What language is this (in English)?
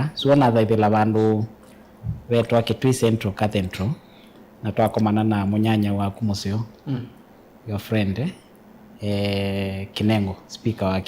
Kamba